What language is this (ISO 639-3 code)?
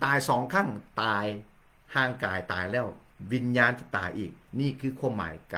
lao